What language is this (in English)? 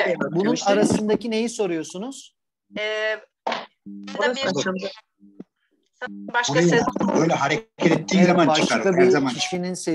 Turkish